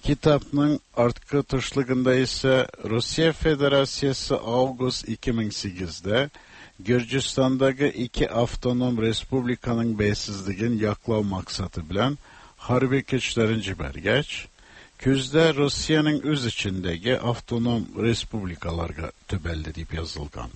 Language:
Tatar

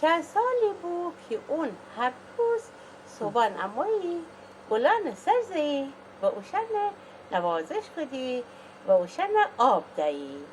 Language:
Gilaki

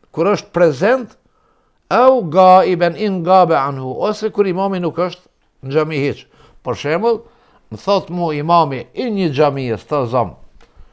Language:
Albanian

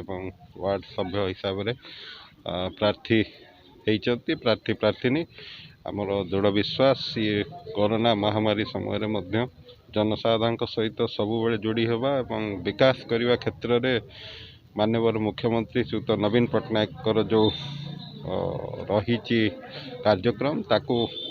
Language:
Odia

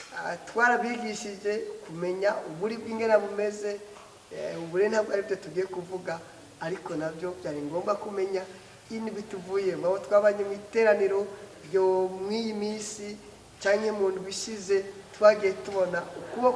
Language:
Rundi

